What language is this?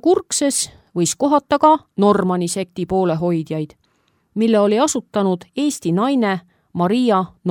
Estonian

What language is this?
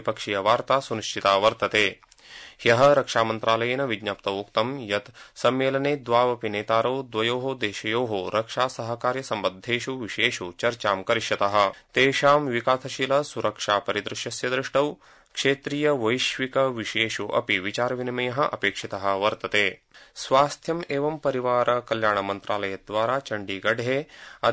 Sanskrit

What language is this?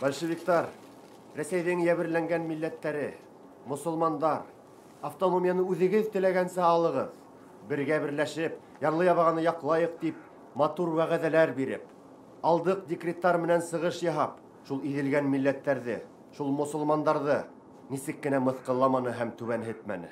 Bashkir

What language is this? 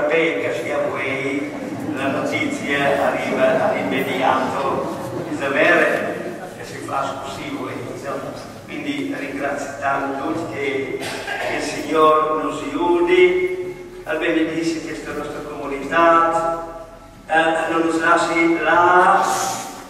Italian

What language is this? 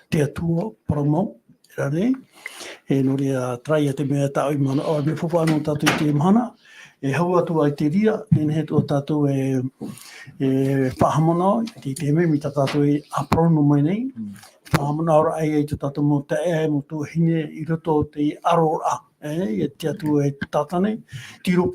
Tahitian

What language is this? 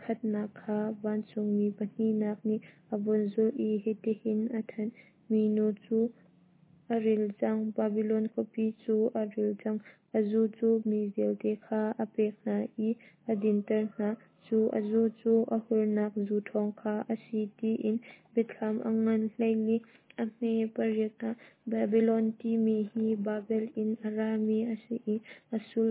Hakha Chin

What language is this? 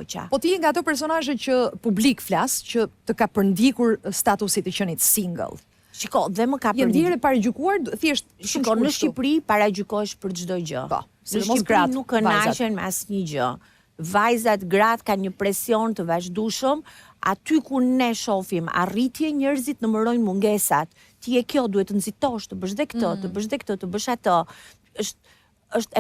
Albanian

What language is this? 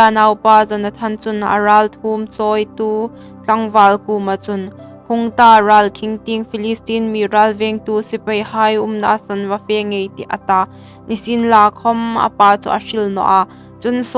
Hmar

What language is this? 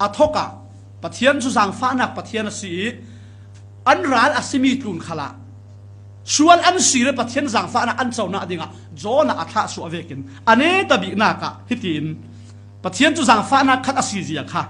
Falam Chin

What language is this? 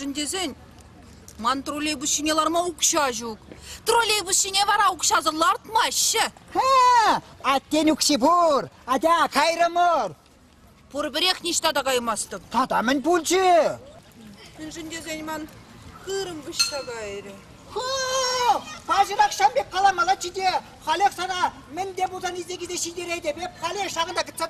Chuvash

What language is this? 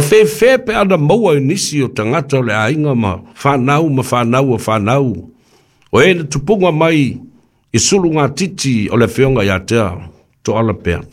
Samoan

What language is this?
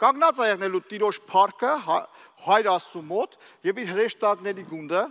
Armenian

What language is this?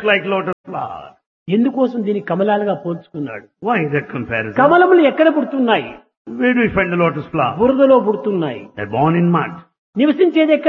Telugu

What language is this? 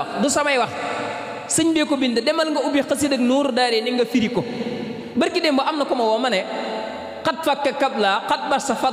Wolof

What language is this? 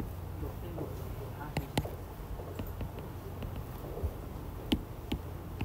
Thai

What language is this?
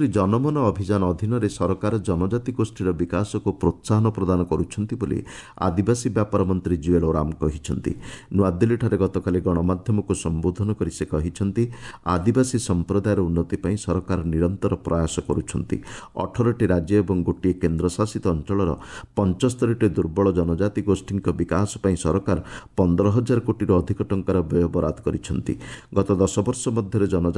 Odia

